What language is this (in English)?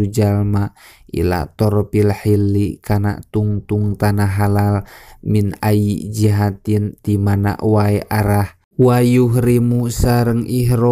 Sundanese